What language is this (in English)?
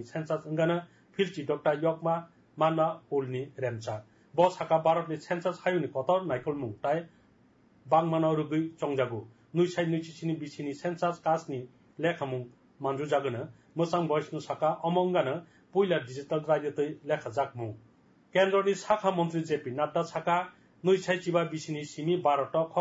Kok Borok